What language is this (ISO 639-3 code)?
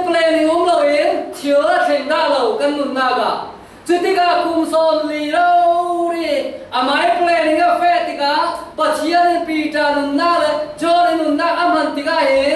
cfm